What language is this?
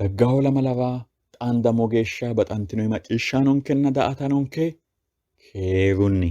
Sidamo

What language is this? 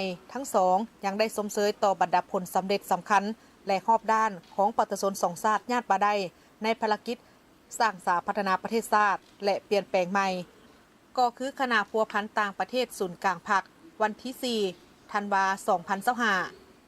Lao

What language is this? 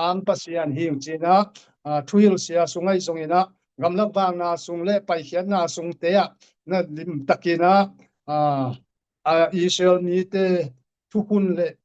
Tedim Chin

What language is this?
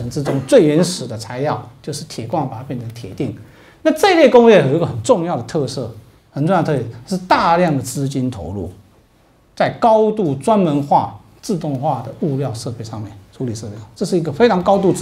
Chinese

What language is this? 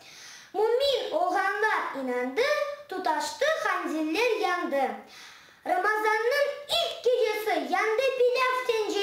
Crimean Tatar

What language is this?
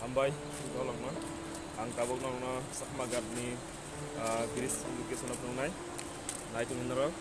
Kok Borok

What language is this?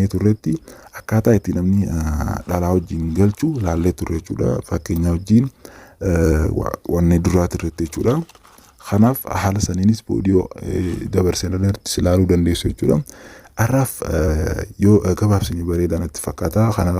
Oromo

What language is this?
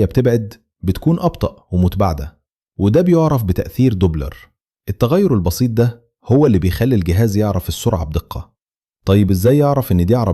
Egyptian Arabic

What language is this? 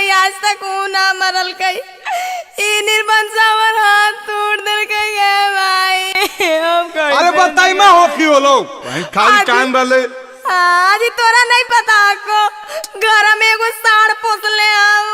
Magahi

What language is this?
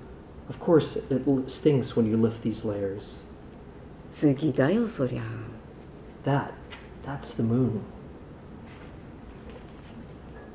English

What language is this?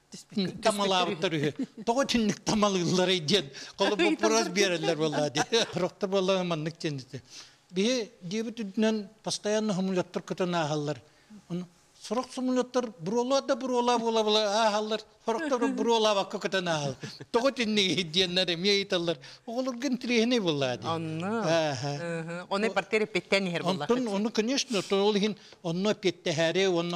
Yakut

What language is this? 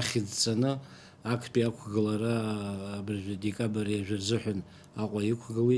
Abkhazian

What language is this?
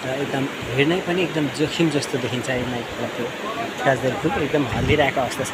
Nepali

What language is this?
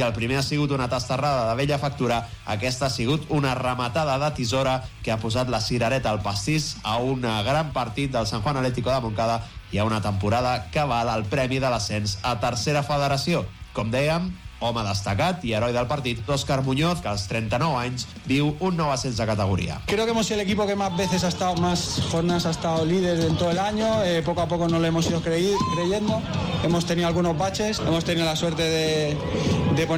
Catalan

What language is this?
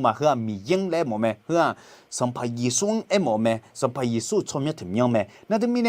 Akha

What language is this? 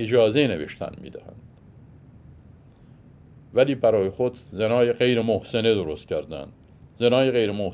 Persian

